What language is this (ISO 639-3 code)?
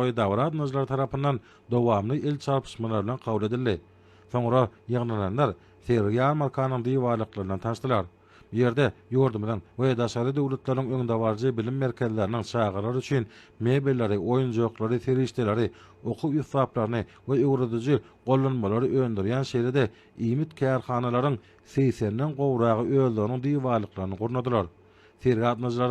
tuk